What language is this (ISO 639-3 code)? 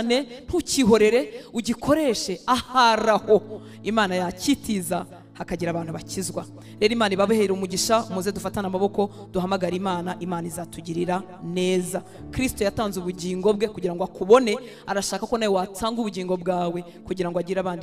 kin